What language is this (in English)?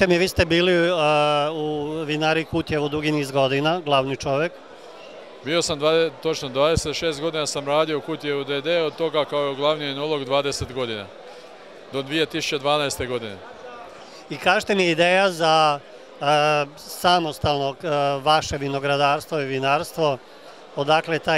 Croatian